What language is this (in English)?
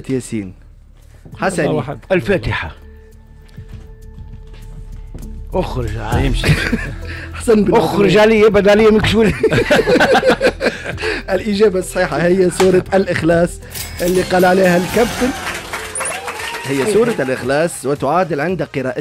Tunisian Arabic